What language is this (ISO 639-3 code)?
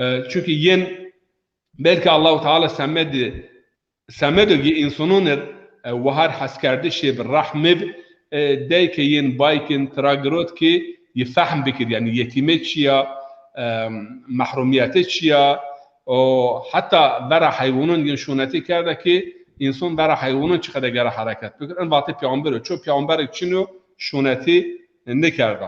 zza